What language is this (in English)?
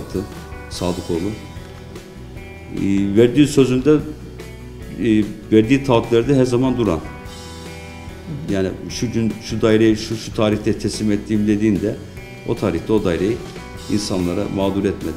Turkish